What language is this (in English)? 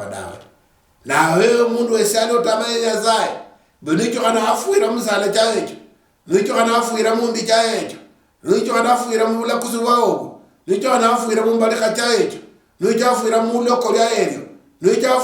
Luyia